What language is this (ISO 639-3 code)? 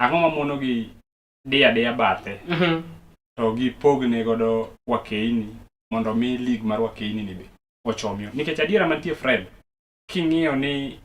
luo